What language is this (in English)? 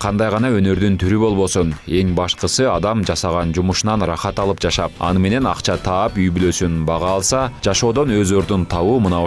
Kyrgyz